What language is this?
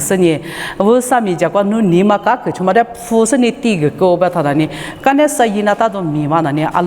Lisu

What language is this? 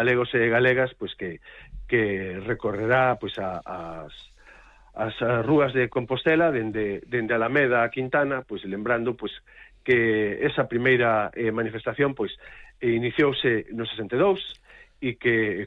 Galician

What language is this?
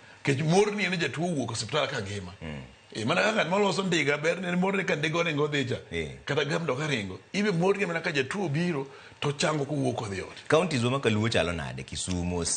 Luo (Kenya and Tanzania)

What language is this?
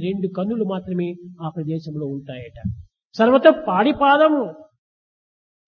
Telugu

